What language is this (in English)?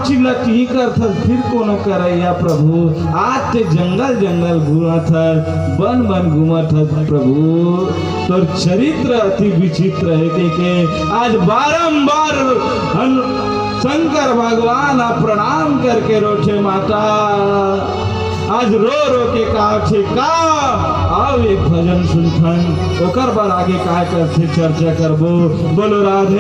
Chhattisgarhi